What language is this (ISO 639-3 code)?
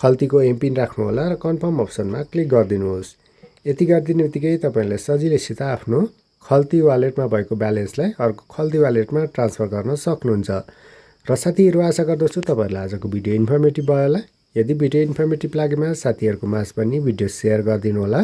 nep